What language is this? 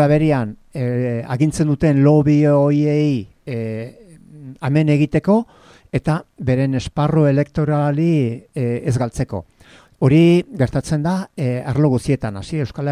Basque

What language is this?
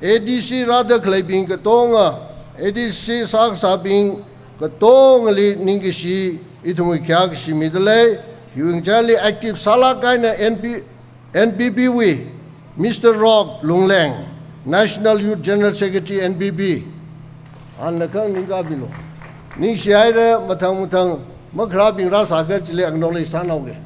Tangkhul Naga (India)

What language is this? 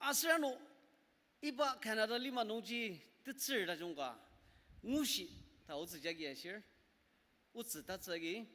Ao Naga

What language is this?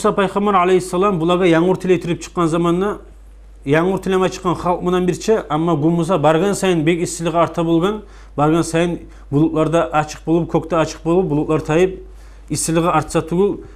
Kumyk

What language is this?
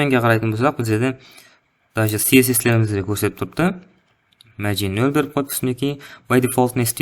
Kara-Kalpak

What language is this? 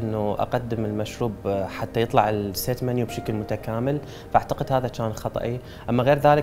Mesopotamian Arabic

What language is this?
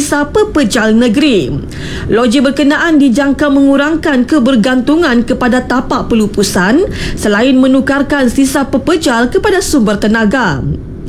Malay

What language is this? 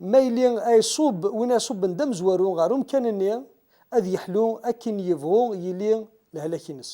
Kabyle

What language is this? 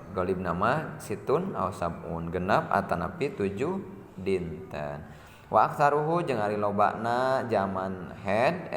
Sundanese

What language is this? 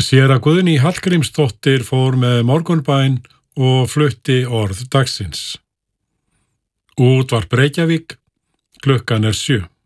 Icelandic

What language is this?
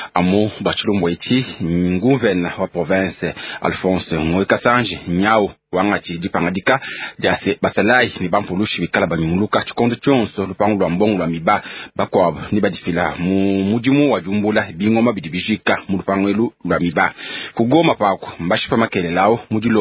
Luba-Lulua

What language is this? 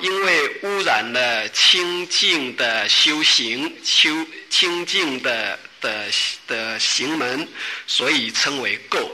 Chinese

